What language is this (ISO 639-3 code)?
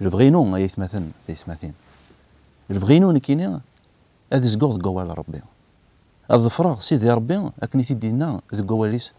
kab